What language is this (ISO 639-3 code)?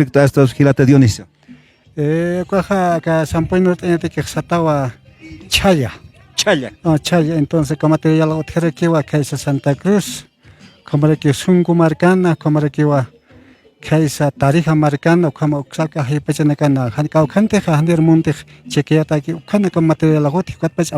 aym